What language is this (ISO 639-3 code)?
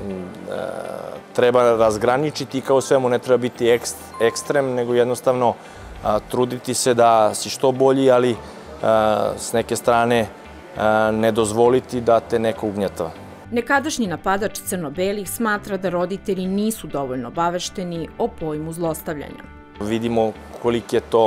srp